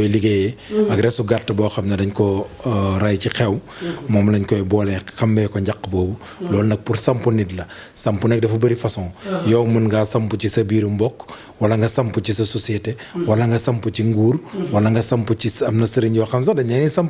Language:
Wolof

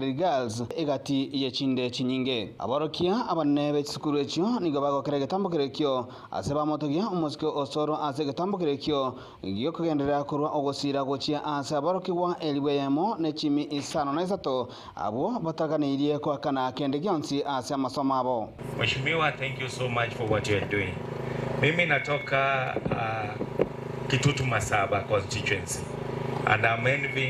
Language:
Gusii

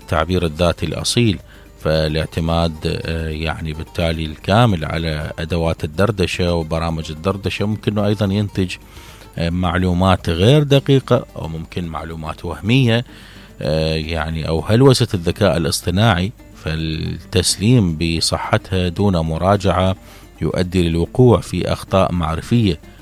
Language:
Mesopotamian Arabic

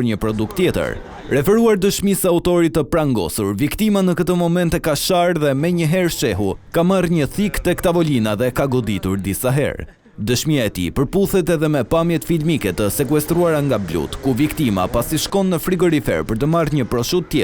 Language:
Albanian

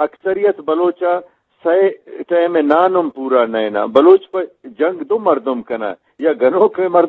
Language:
Eastern Balochi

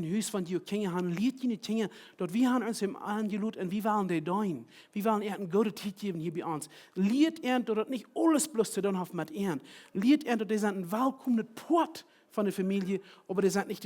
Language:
Plautdietsch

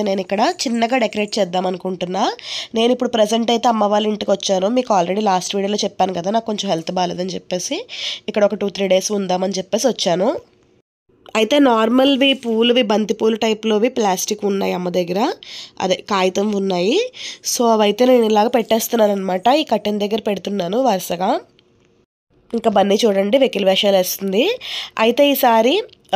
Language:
Telugu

